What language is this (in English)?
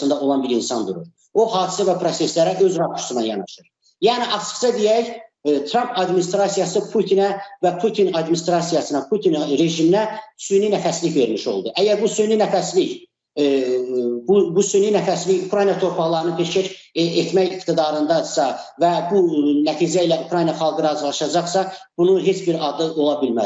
Azerbaijani